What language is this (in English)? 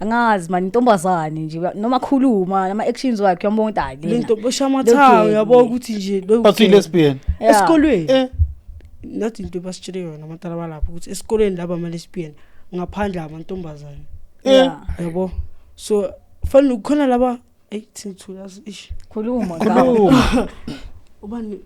Zulu